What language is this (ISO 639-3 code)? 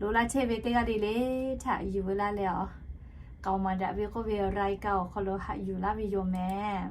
lhu